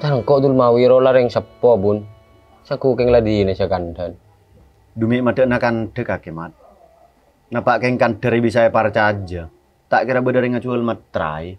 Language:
Madurese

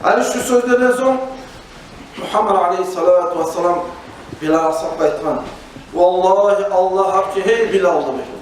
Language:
Kumyk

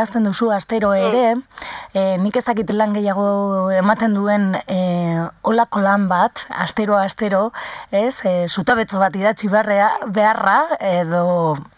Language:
Basque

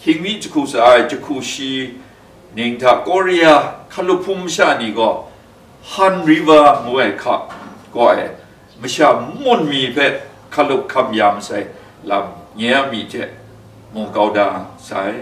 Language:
Kachin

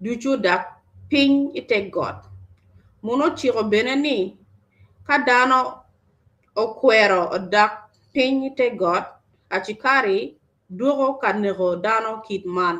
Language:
Acoli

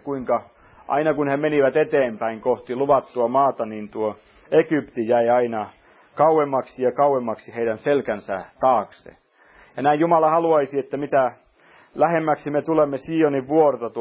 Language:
Finnish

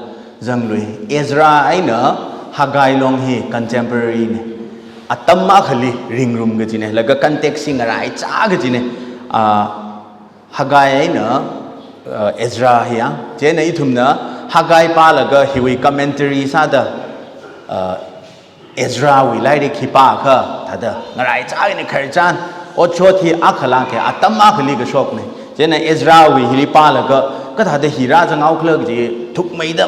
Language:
Tangkhul Naga (India)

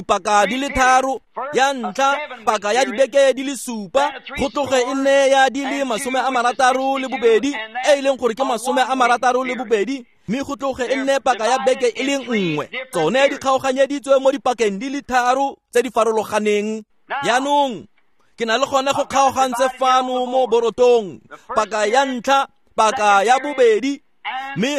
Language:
Tswana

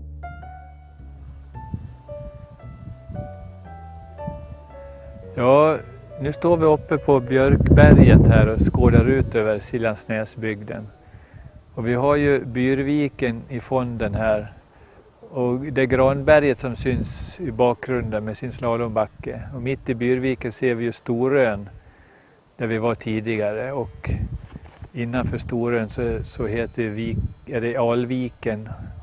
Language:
Swedish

